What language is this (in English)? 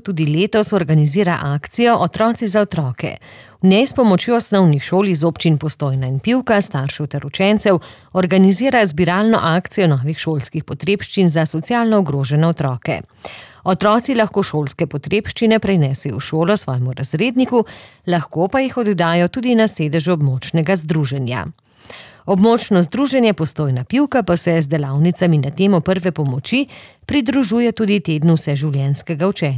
Slovenian